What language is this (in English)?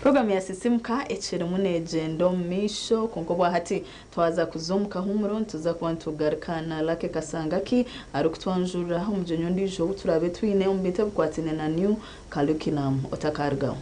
Nyankole